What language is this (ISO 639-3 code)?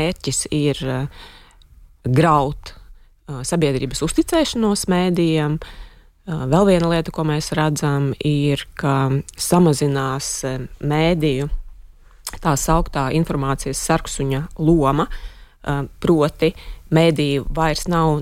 lav